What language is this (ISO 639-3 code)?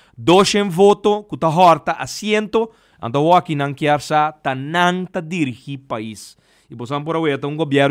pap